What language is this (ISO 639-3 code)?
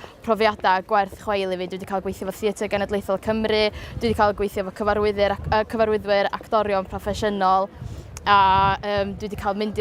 cym